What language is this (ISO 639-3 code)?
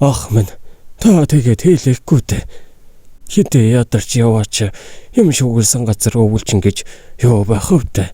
mon